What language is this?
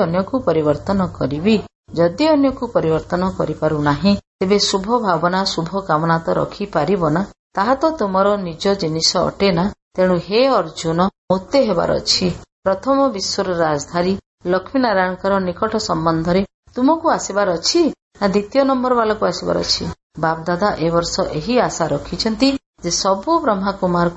Odia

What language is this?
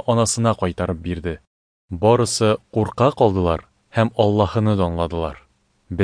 Tatar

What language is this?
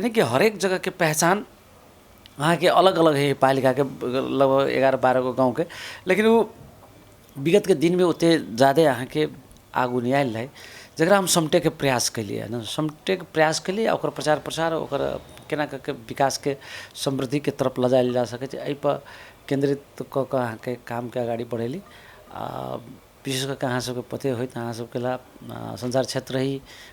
Maithili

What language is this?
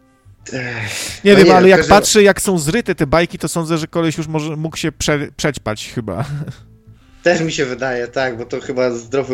Polish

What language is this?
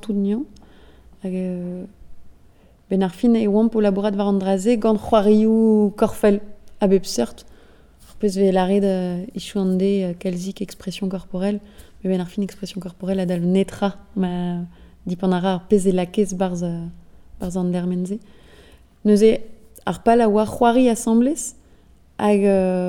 Breton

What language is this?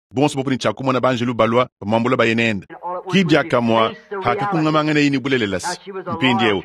Luba-Lulua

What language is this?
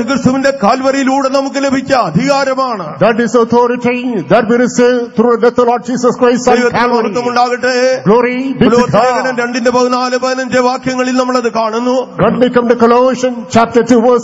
Malayalam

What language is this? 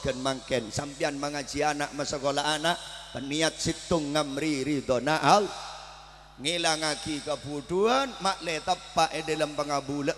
Madurese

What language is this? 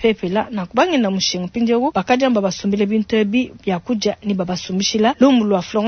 Luba-Lulua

